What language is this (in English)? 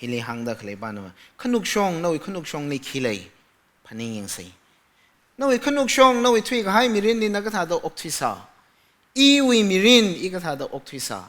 Tangkhul Naga (India)